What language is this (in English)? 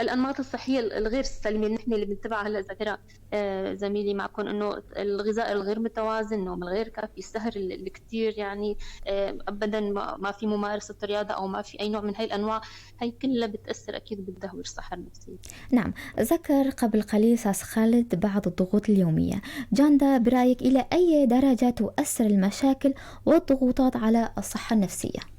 North Levantine Arabic